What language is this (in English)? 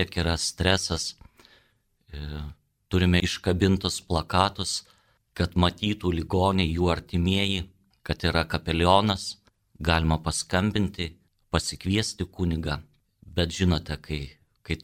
Lithuanian